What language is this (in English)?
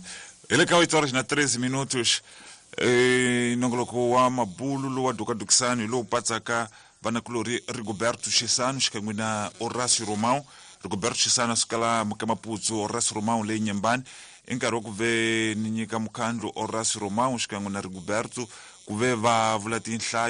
Tsonga